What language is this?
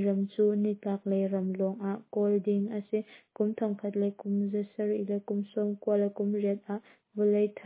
Hakha Chin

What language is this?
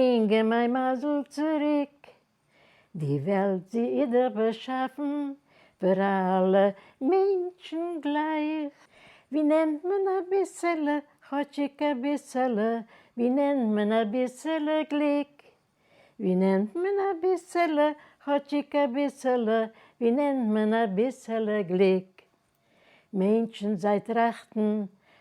Yiddish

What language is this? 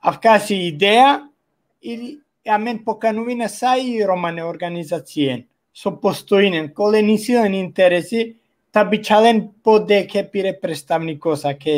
Balkan Romani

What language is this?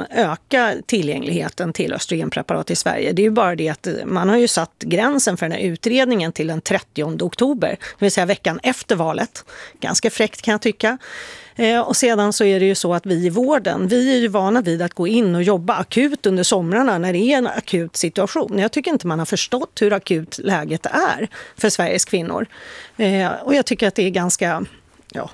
Swedish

